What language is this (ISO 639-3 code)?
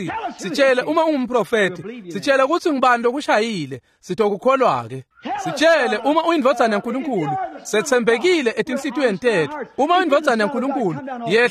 ssw